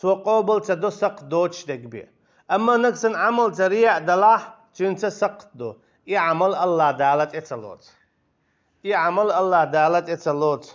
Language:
Chechen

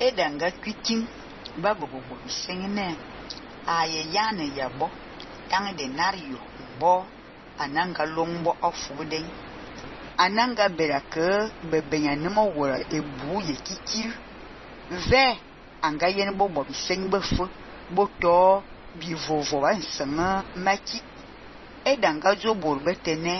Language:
Fang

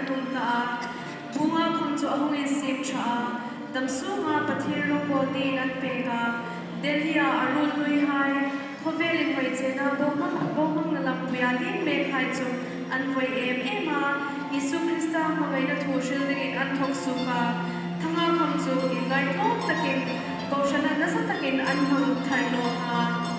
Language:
Hmar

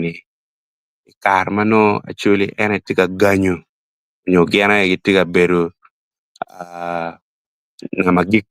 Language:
Acoli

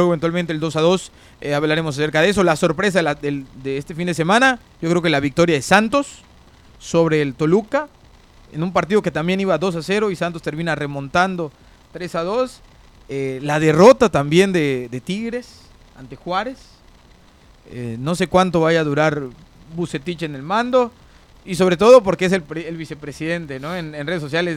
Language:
Spanish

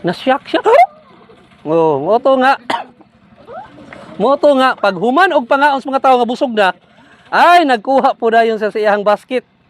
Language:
Cebuano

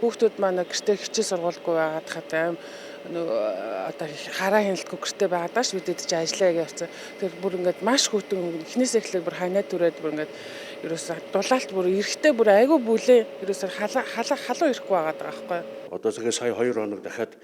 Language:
Mongolian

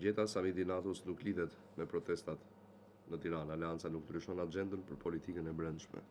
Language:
Albanian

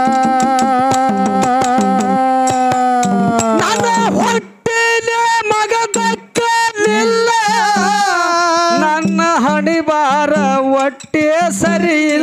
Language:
Kannada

